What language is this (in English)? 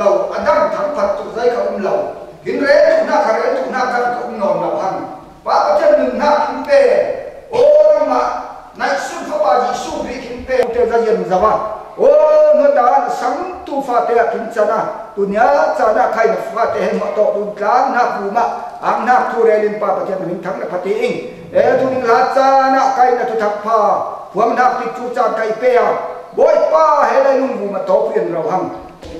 Falam Chin